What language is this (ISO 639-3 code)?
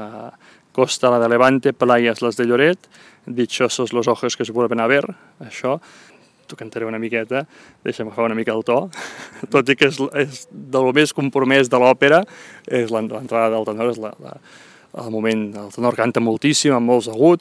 cat